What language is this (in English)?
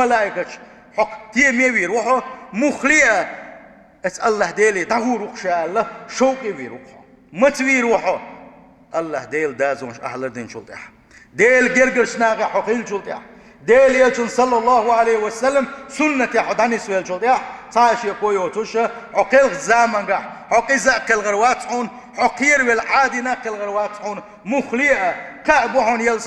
Chechen